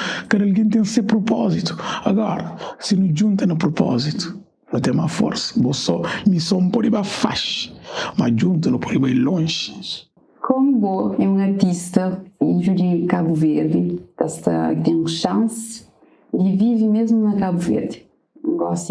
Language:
Kabuverdianu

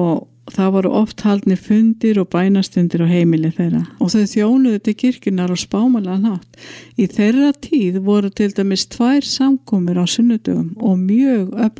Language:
Icelandic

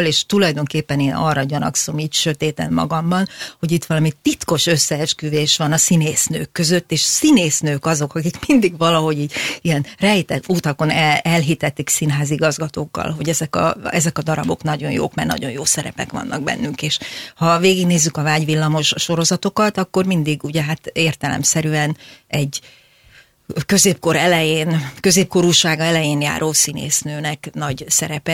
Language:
Hungarian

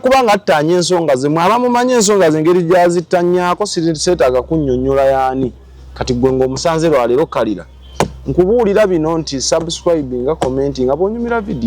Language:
Ganda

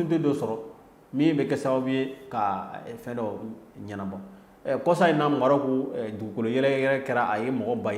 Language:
Bambara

